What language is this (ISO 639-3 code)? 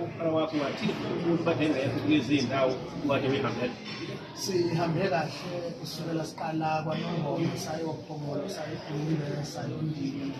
zul